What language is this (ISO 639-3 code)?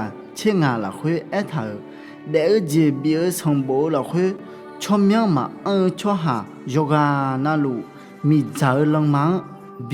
ahk